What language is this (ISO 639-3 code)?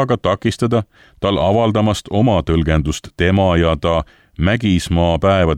est